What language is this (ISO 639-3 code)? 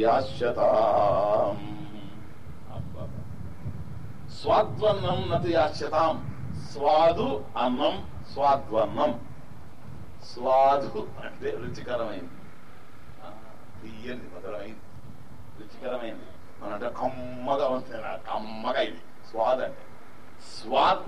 tel